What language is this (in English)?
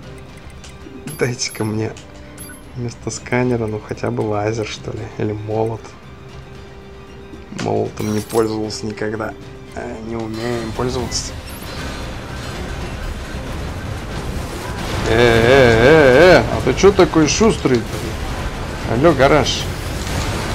Russian